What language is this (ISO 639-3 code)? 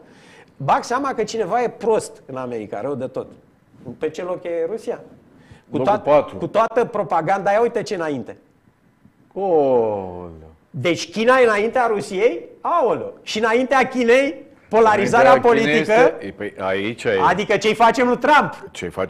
ron